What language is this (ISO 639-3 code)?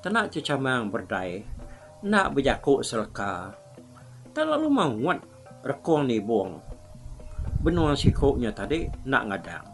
iba